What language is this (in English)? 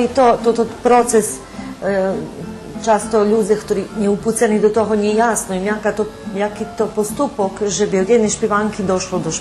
Rusyn